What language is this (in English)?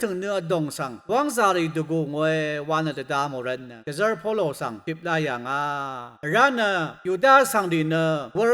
Rawang